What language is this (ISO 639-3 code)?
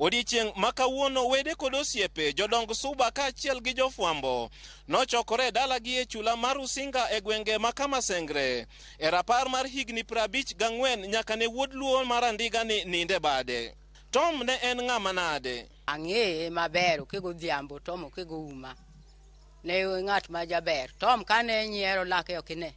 luo